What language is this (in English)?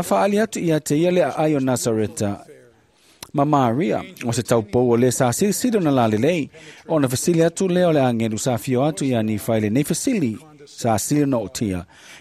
Samoan